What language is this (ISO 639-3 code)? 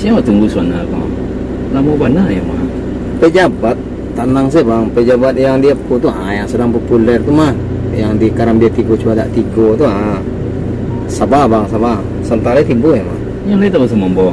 min